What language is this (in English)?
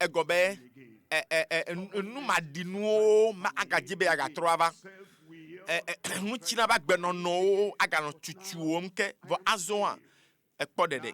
Ewe